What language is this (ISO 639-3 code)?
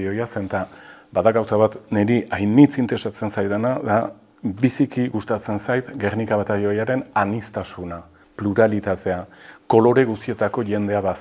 eus